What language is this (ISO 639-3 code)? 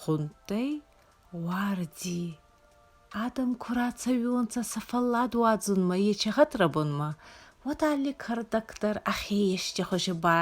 oss